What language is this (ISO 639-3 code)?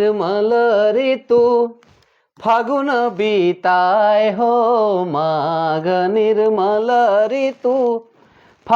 sck